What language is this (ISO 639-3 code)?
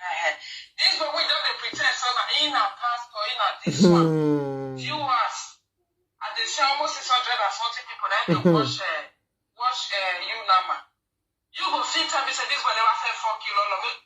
pcm